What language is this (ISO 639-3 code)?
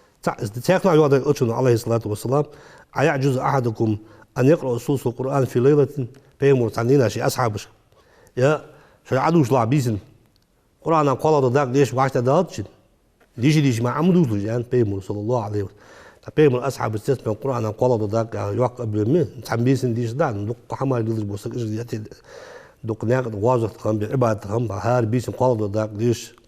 inh